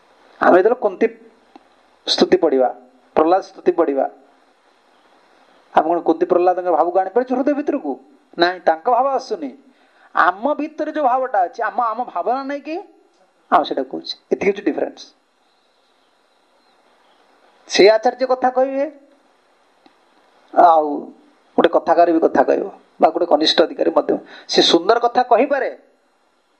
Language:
Odia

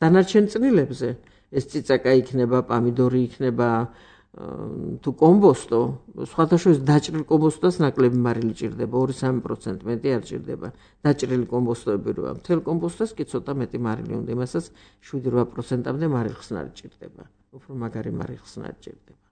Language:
Georgian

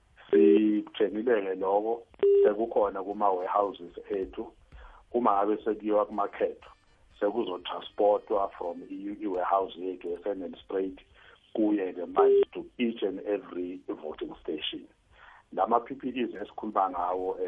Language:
South Ndebele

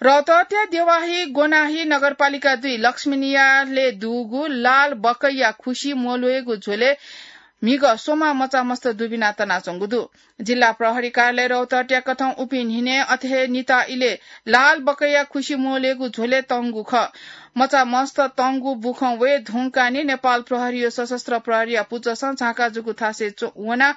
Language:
Newari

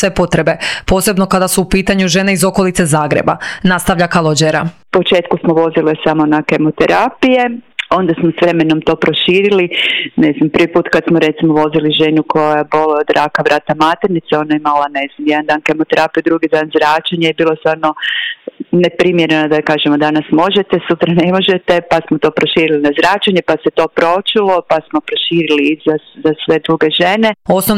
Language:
Croatian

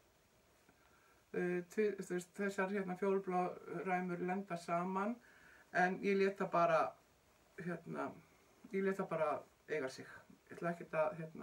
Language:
Icelandic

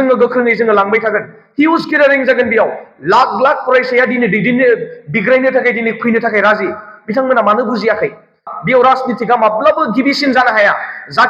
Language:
Bodo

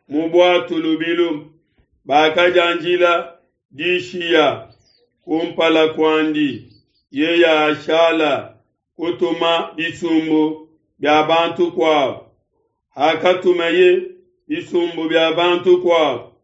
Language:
Luba-Lulua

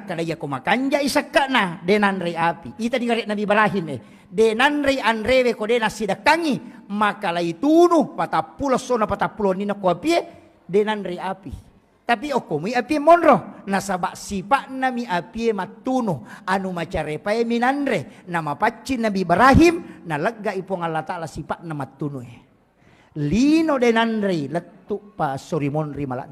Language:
Buginese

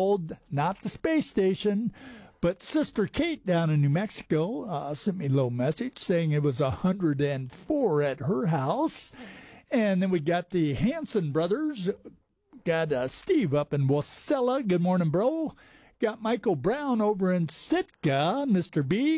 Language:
English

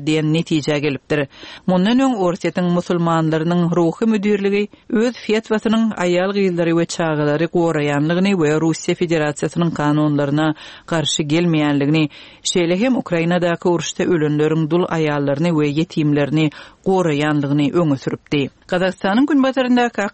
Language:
Kyrgyz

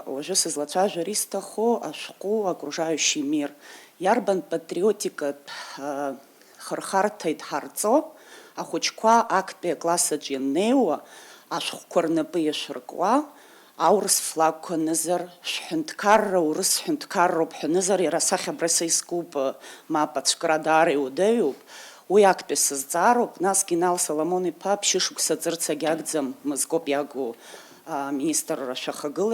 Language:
Abkhazian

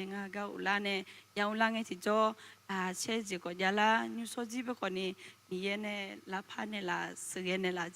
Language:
Akha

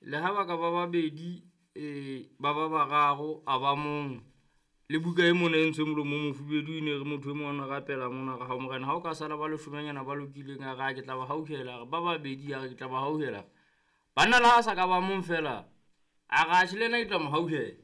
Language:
Southern Sotho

